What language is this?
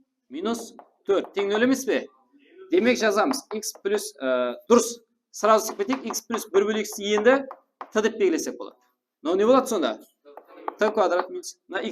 Kara-Kalpak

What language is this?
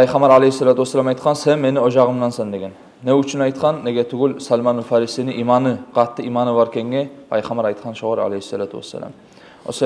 Kumyk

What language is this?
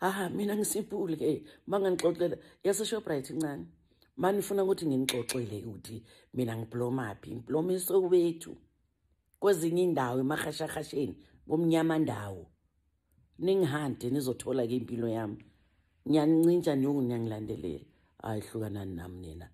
Zulu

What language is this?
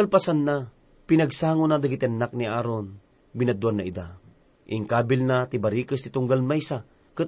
Iloko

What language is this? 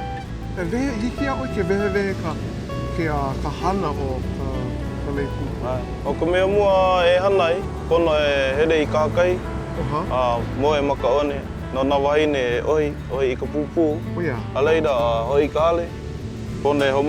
Hawaiian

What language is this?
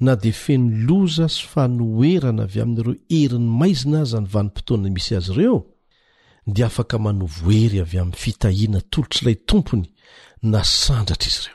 Malagasy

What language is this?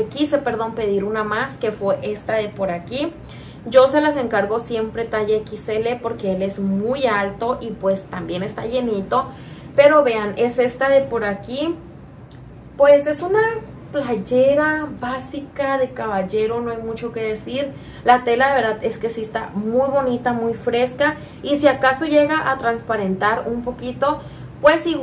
Spanish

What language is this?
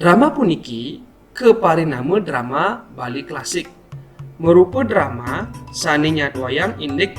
Balinese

